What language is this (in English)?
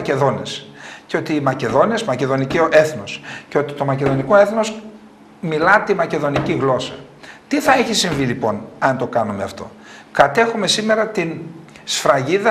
Greek